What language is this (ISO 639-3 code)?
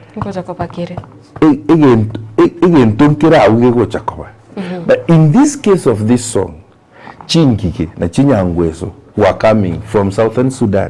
guz